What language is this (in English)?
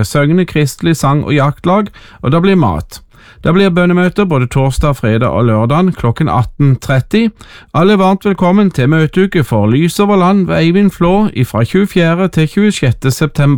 Norwegian